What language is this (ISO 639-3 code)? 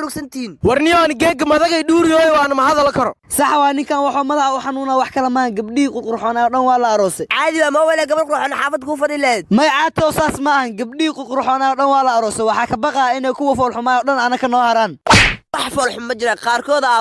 som